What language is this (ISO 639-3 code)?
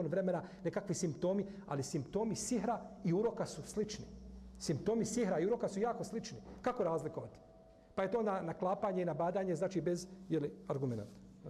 bos